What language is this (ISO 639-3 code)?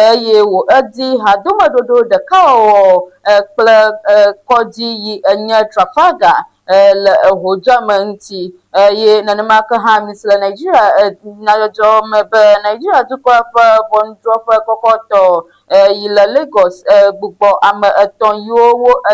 ewe